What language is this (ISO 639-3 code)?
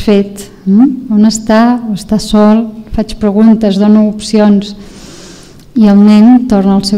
cat